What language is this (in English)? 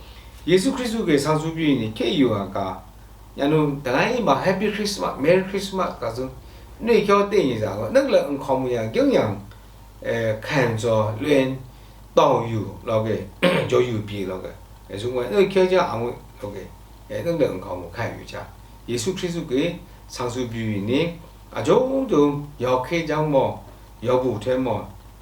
Lashi